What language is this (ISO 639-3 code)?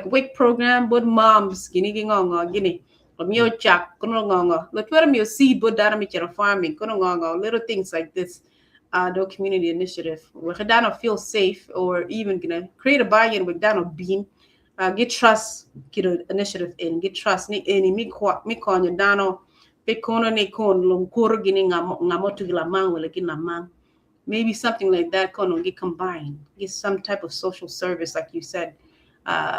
ach